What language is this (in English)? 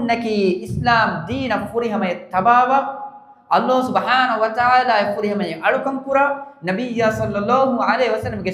Divehi